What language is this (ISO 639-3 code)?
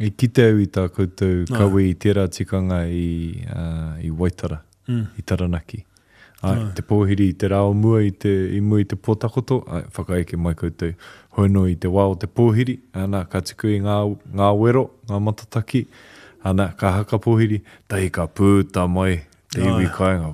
mri